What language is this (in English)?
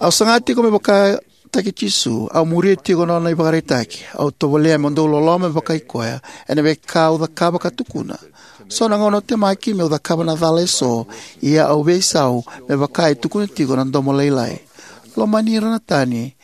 Fijian